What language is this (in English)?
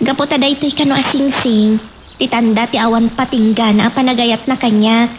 Iloko